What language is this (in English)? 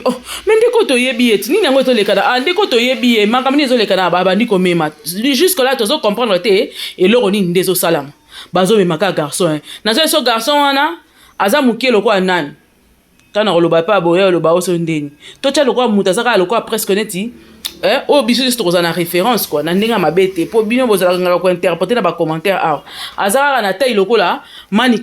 Lingala